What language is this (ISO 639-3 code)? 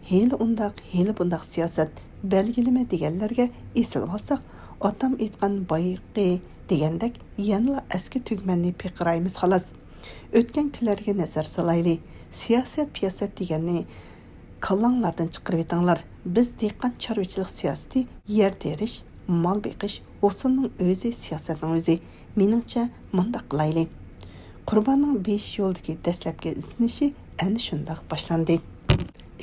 uig